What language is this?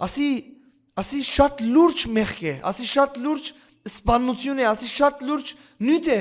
Western Armenian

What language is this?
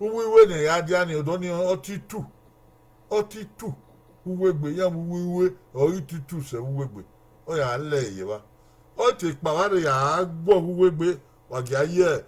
Bini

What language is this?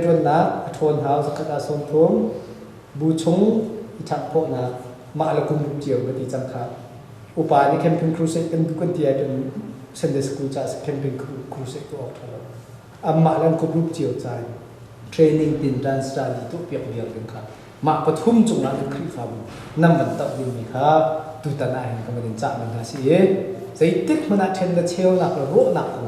Hakha Chin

